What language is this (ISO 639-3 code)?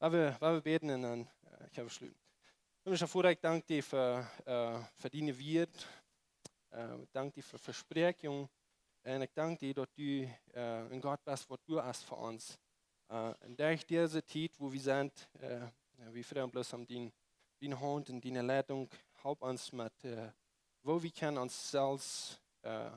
pdt